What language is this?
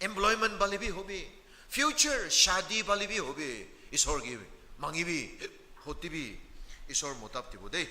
Naga Pidgin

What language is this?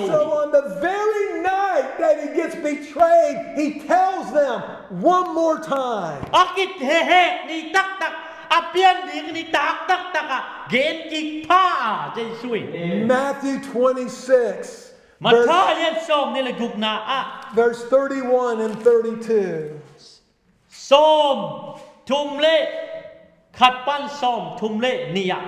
Tedim Chin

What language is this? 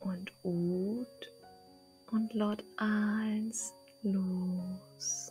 Low German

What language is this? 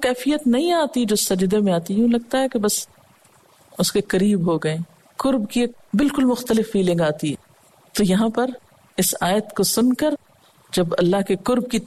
Urdu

